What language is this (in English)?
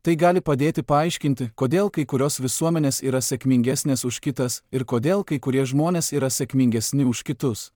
Lithuanian